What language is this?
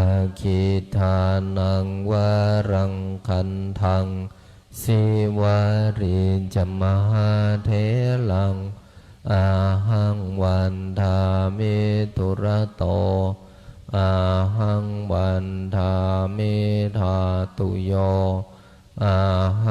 Pali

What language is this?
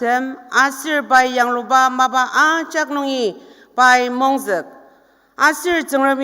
Ao Naga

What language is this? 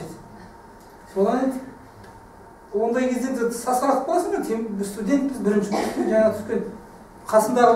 Kazakh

